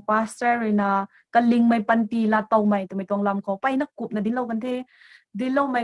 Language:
Rongmei Naga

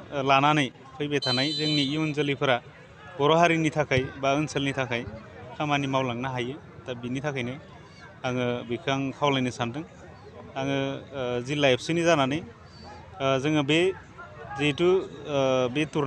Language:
Bodo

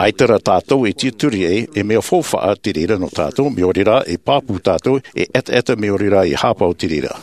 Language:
Tahitian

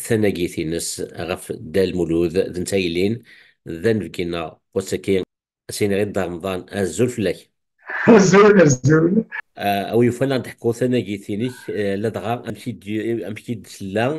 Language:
Kabyle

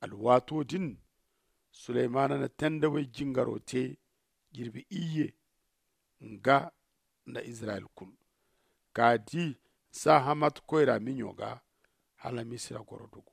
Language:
Zarma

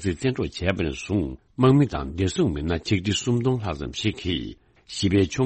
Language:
Tibetan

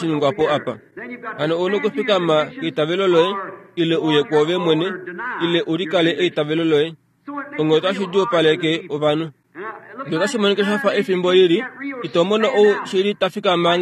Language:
Kuanyama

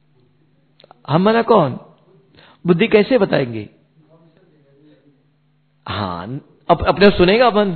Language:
Hindi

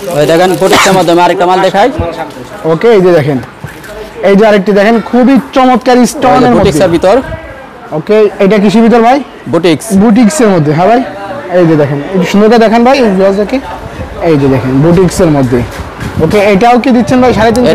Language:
Bangla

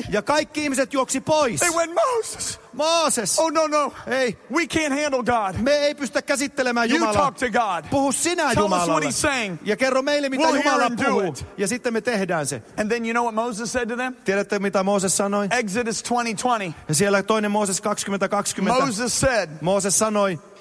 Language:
Finnish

